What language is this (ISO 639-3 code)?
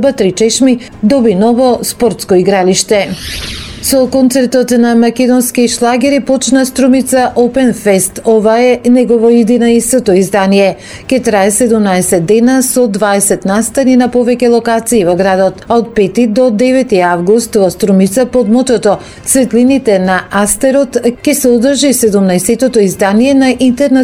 mkd